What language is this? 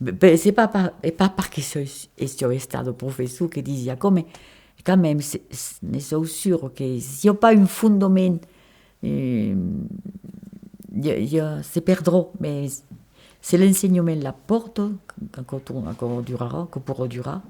Occitan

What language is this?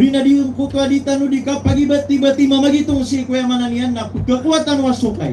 Maranao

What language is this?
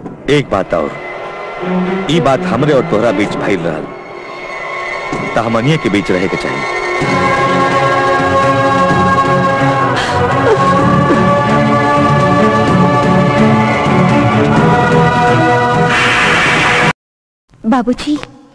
Bhojpuri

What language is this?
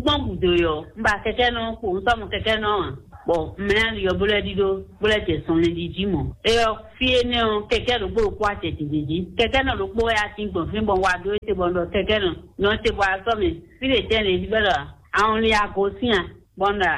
Fon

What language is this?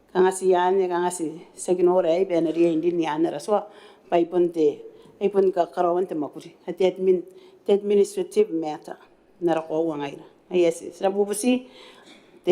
Gilbertese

